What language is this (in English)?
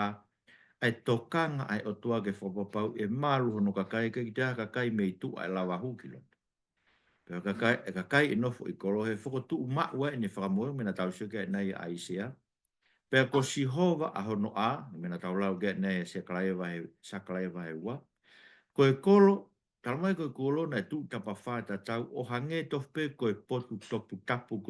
Tongan